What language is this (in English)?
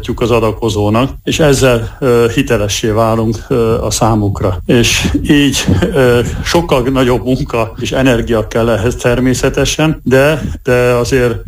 Hungarian